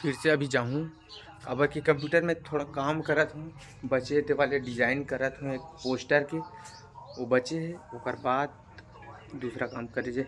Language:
Chhattisgarhi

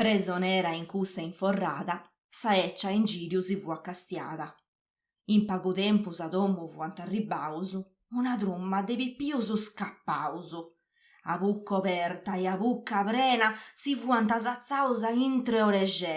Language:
Sardinian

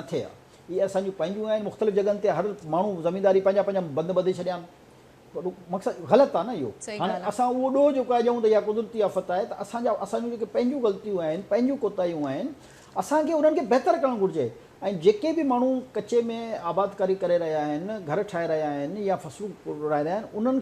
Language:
Sindhi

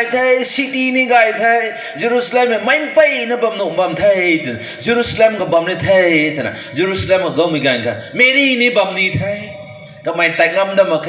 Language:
Rongmei Naga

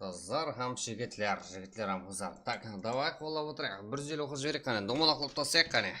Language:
Kara-Kalpak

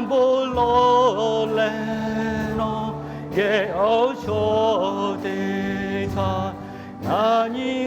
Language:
Lahu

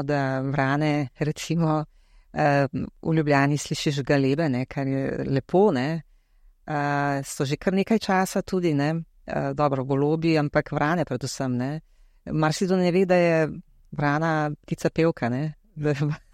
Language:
Slovenian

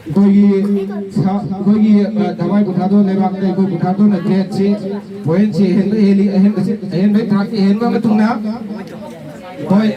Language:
Manipuri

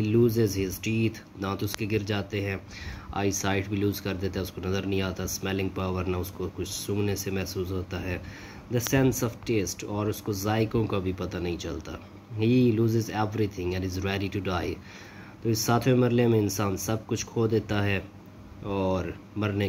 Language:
Urdu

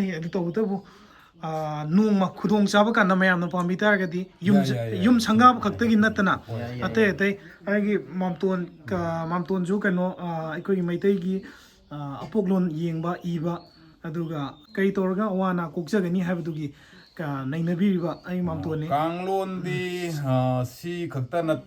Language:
Manipuri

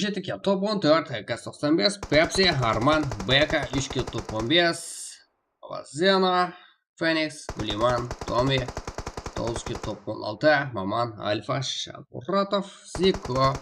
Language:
Kara-Kalpak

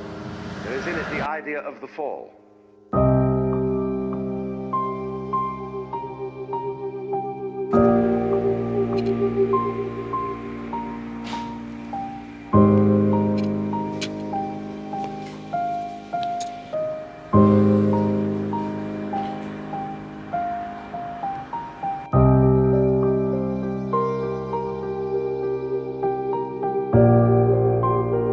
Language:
Dutch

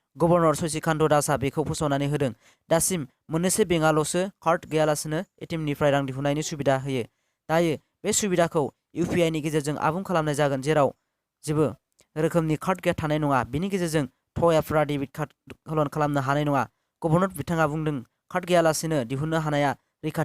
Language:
Bodo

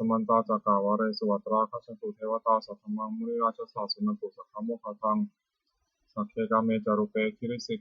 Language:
Pali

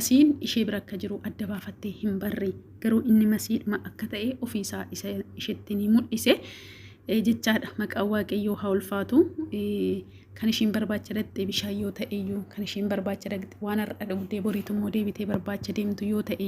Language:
Oromo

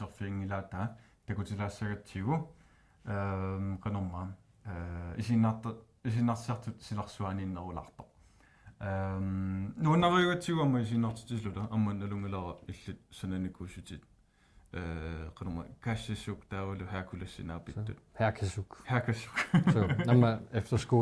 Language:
Kalaallisut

